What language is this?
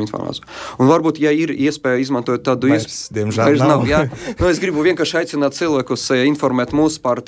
Latvian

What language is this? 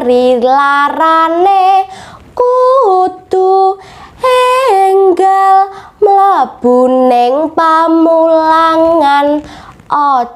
Javanese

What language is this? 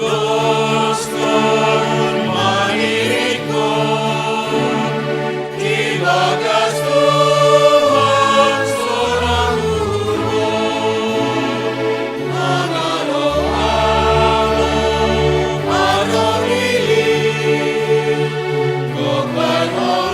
Batak Simalungun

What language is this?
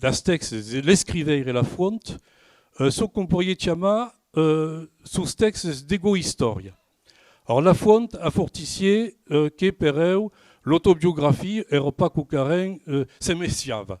Occitan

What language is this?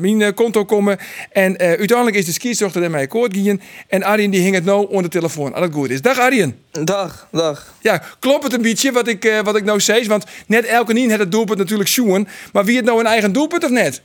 Western Frisian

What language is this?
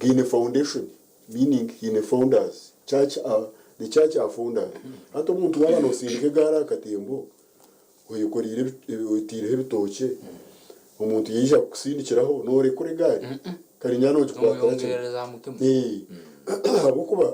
Nyankole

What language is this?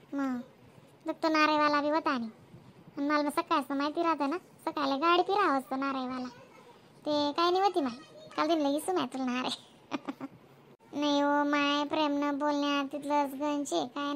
Khandesi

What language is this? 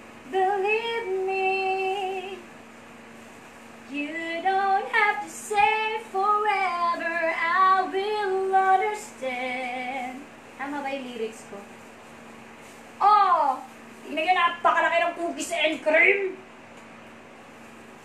Filipino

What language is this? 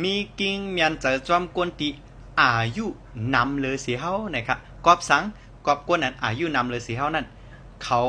Shan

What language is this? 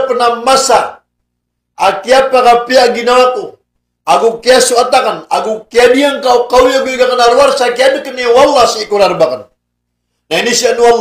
Maranao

